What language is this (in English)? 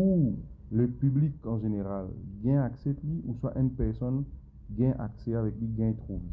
Morisyen